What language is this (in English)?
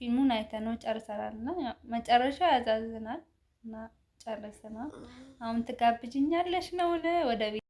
Amharic